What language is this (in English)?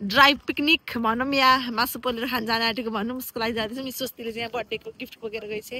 Nepali